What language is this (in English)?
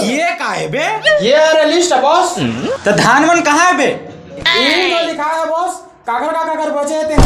Chhattisgarhi